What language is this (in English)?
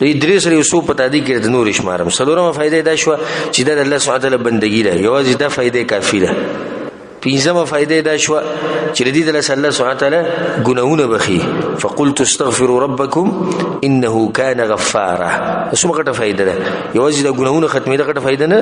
Pashto